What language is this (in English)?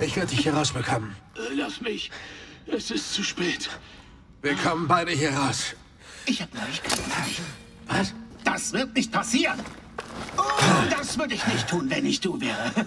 Bavarian